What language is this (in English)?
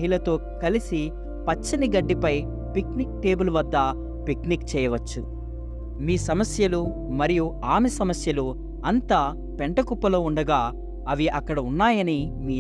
Telugu